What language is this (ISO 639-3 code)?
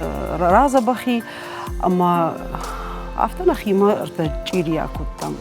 oss